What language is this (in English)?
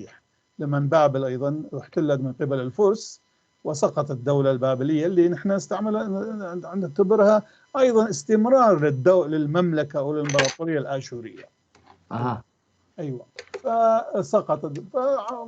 North Levantine Arabic